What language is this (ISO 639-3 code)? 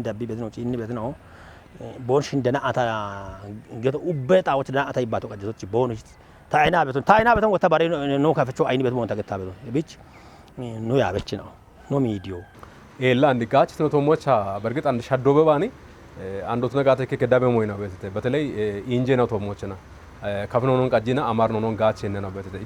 kbr